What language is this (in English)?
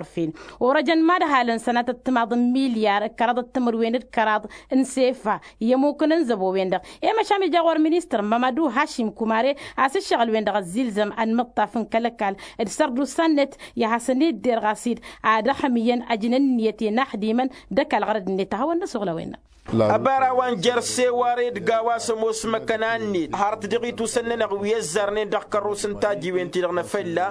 Tamasheq